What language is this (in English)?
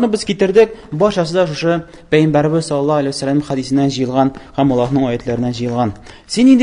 Tatar